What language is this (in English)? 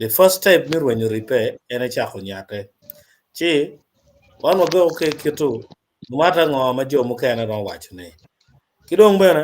Acoli